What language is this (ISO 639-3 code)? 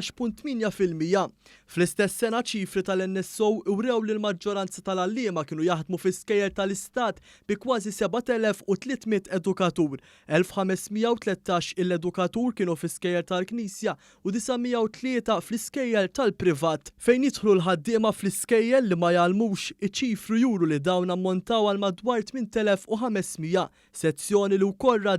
mlt